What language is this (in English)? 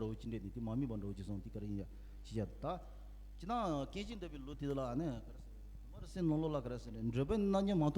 Tibetan